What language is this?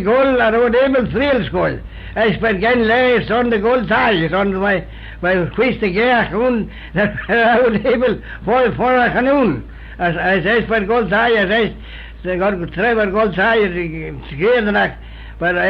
Manx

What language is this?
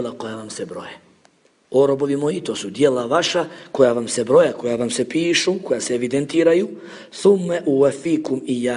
Bosnian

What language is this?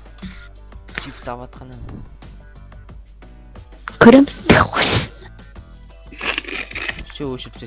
Kazakh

